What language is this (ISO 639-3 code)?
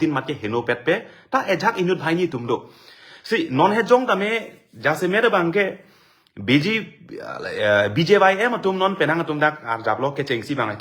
mjw